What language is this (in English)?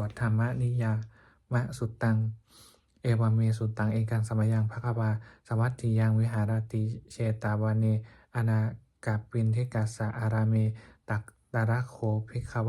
Pali